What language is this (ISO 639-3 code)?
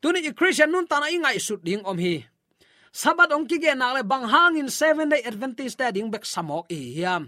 ctd